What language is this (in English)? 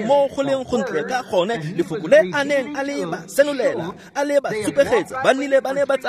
Tswana